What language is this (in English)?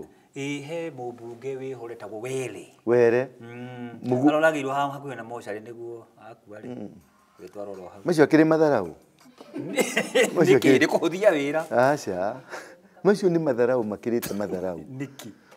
Kikuyu